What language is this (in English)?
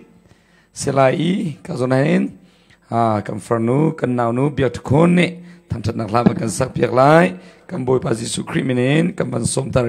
Hakha Chin